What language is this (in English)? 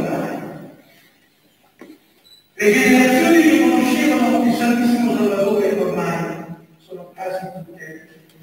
Italian